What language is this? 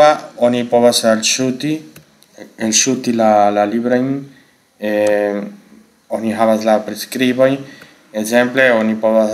Esperanto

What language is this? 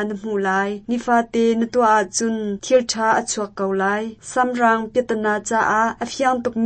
Hakha Chin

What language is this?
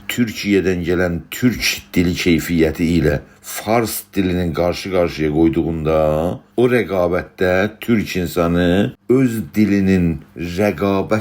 South Azerbaijani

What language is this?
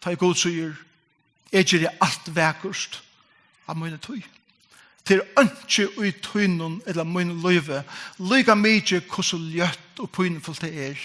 Faroese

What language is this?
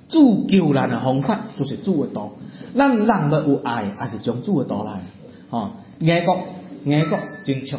Min Nan Chinese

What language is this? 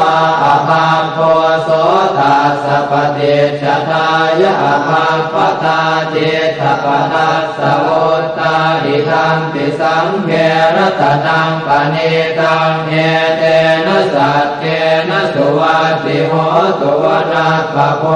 Pali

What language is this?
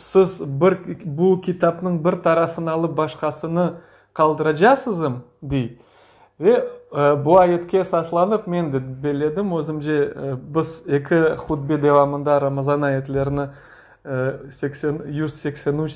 Crimean Tatar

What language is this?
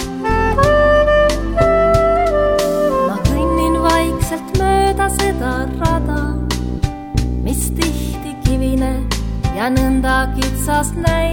Estonian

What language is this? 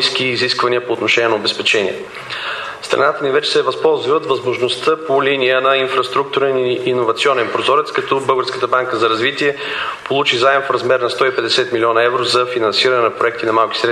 Bulgarian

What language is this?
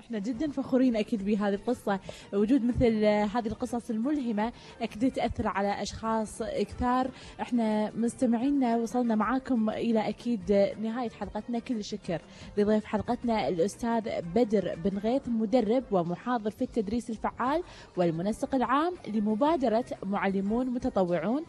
Gulf Arabic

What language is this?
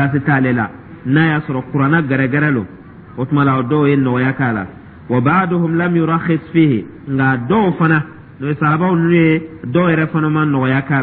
Dyula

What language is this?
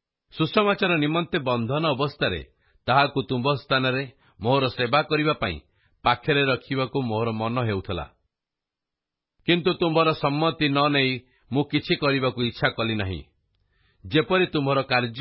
Odia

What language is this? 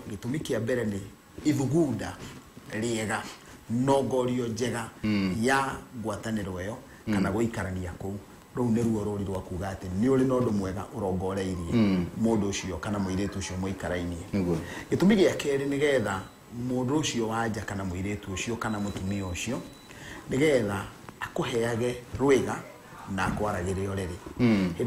Kikuyu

